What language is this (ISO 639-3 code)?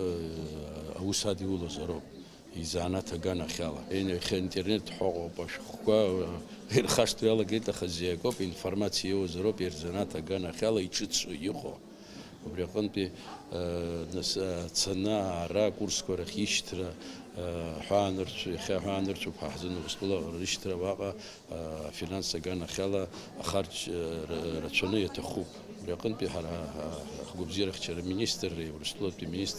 abk